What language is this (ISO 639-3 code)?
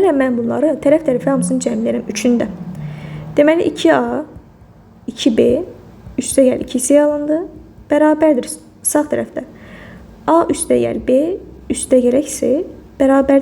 aze